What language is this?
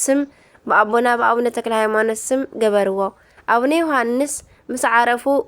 Tigrinya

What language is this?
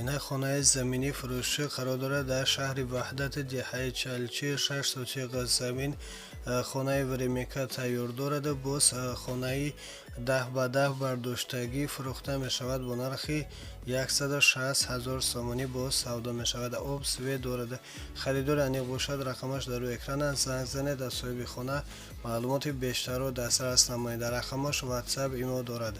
Tajik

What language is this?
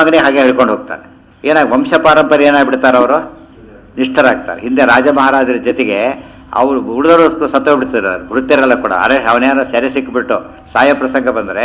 Kannada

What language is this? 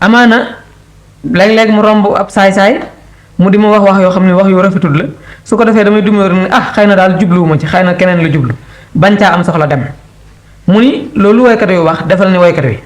Wolof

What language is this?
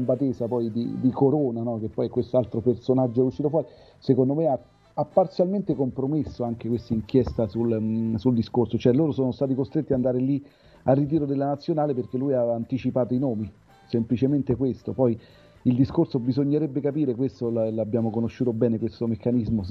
Italian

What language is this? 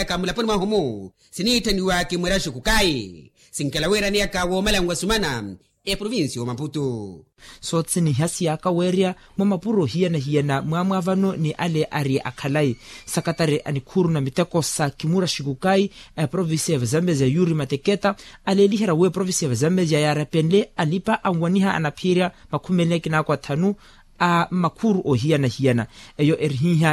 Makhuwa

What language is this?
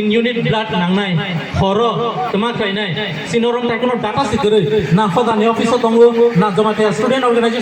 Kok Borok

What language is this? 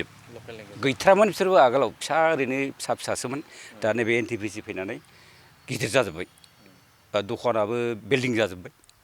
Bodo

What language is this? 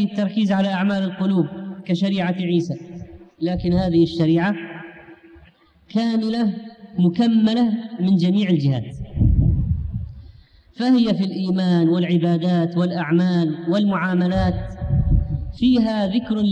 Arabic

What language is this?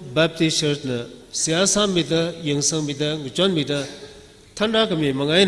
Tangkhul Naga (India)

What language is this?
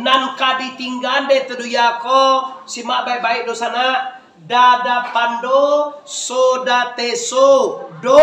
Minangkabau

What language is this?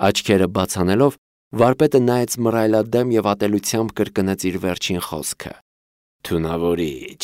Armenian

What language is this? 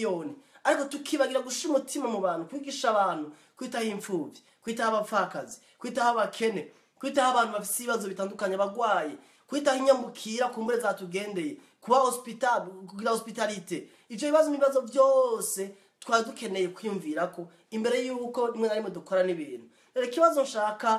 Rundi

